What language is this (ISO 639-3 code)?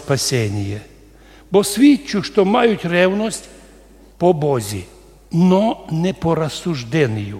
rue